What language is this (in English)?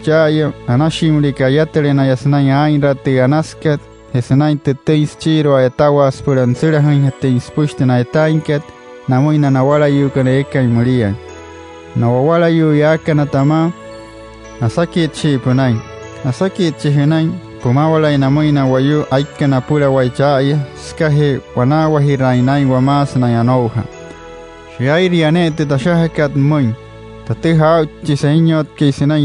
Wayuu